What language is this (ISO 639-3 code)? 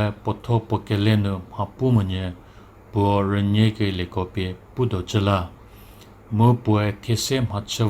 njm